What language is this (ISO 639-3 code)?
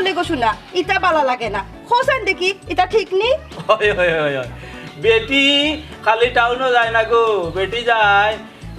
syl